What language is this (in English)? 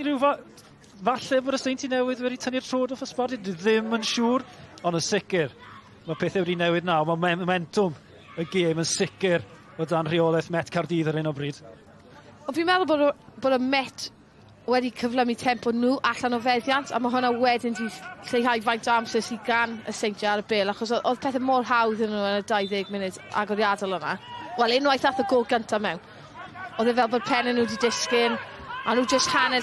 Welsh